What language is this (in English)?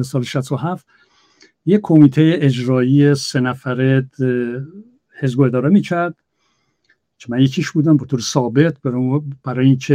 Persian